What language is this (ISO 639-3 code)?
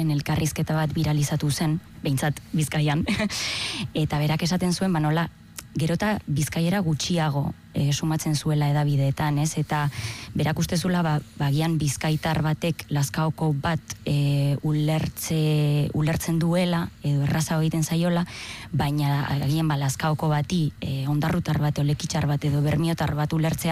eus